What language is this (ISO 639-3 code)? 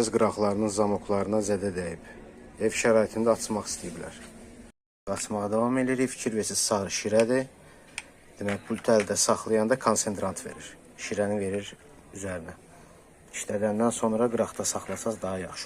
aze